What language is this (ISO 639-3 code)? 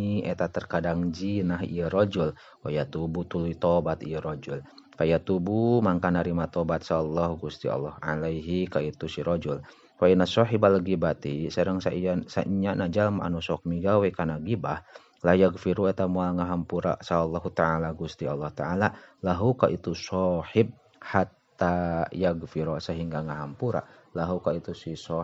sun